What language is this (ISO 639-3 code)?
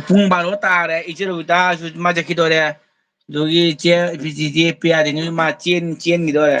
mni